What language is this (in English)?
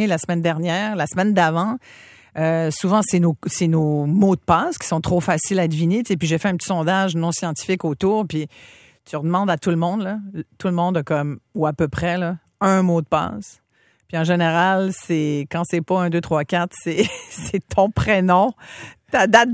French